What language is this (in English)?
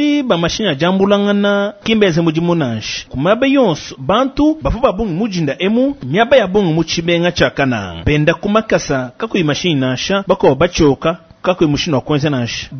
Luba-Lulua